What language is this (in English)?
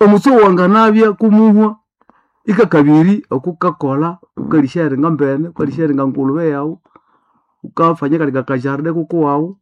Nande